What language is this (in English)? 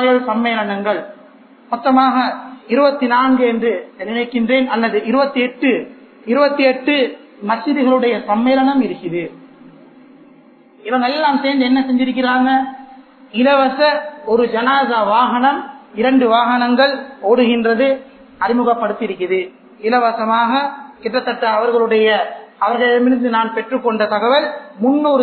Tamil